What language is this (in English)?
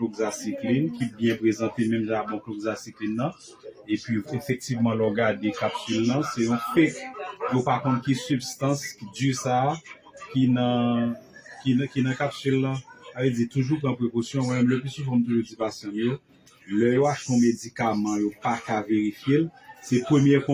Haitian Creole